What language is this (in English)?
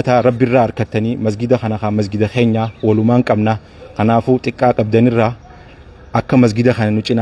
Oromo